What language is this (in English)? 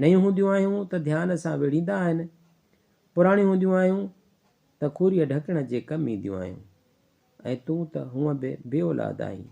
Sindhi